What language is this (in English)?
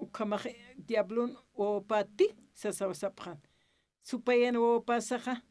Aymara